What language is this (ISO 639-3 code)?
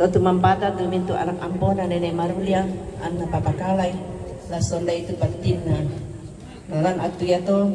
sda